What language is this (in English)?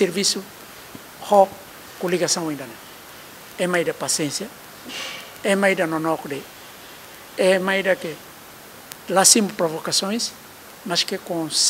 Tetum